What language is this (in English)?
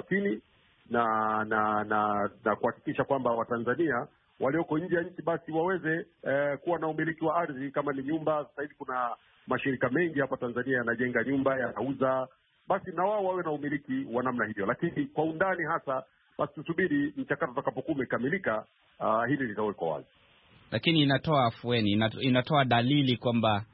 Swahili